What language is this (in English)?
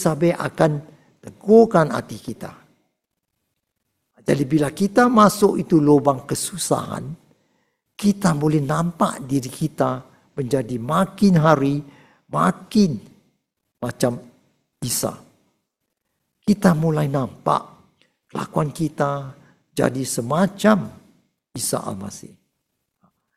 Malay